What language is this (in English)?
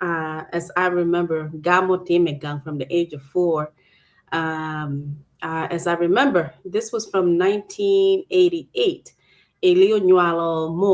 Acoli